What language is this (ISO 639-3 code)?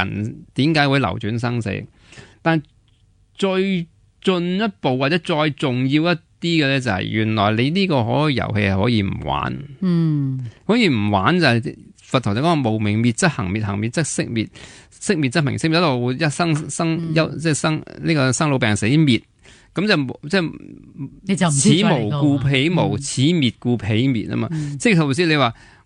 yue